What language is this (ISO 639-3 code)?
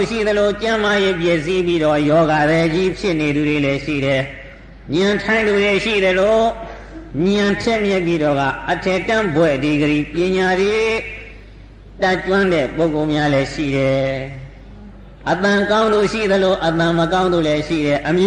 mya